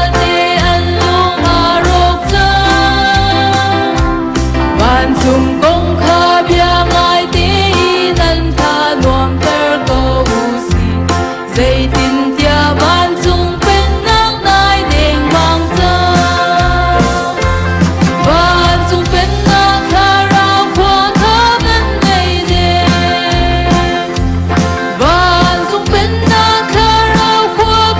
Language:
Hakha Chin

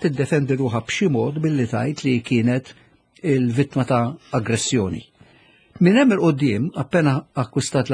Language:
Maltese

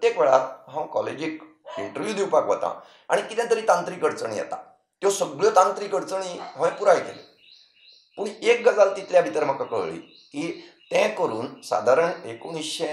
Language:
Konkani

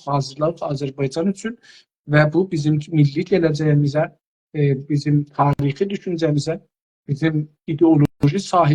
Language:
South Azerbaijani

